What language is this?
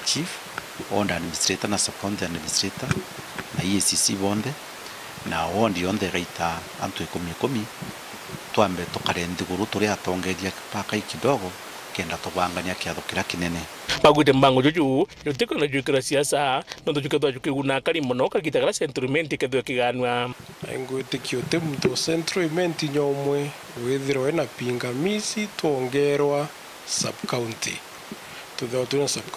Meru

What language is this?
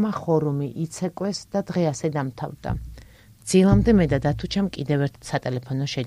Georgian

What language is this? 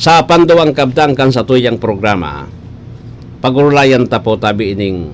Bikol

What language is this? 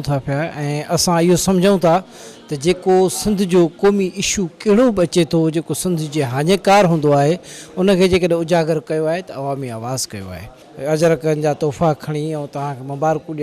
Sindhi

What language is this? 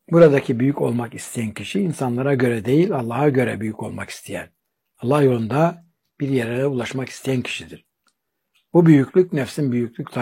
Turkish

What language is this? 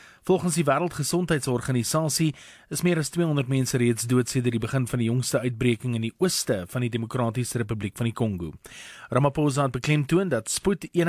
Afrikaans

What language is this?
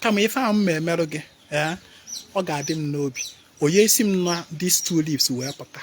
Igbo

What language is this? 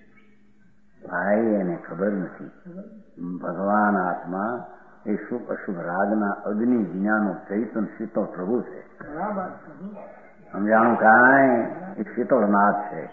Gujarati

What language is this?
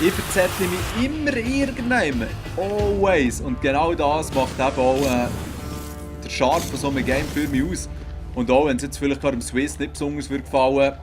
Swiss German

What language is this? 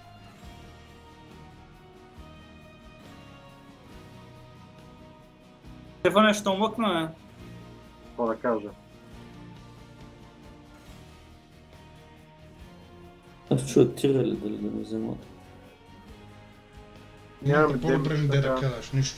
Bulgarian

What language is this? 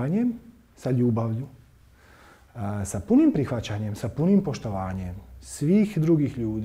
Croatian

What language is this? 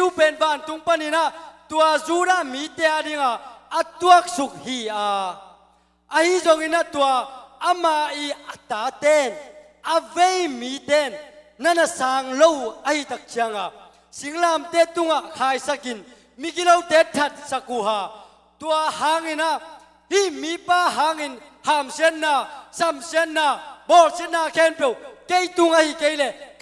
Tedim Chin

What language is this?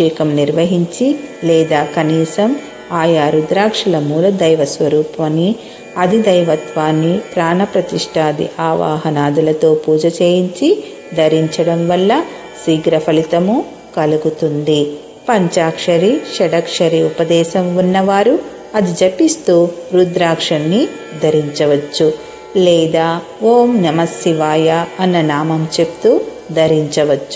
Telugu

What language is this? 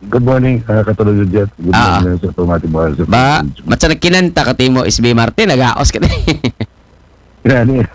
Aklanon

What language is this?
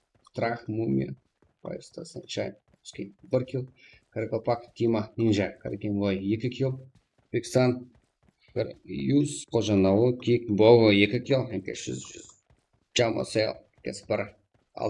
Kara-Kalpak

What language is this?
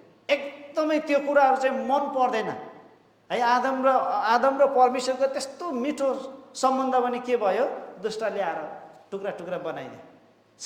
Nepali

